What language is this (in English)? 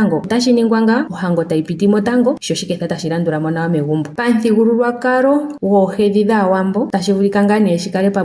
Ndonga